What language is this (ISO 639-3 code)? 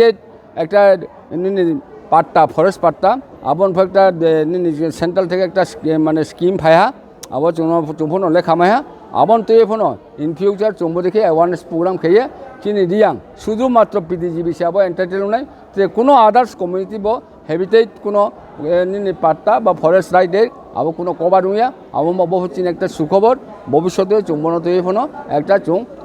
ria